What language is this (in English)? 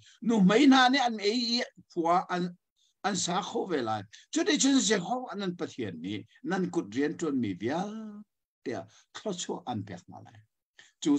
Hakha Chin